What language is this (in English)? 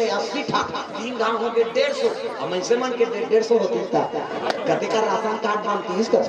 Chhattisgarhi